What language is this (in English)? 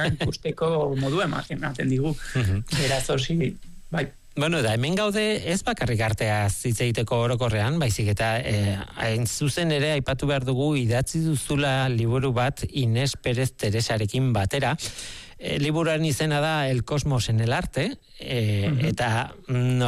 Basque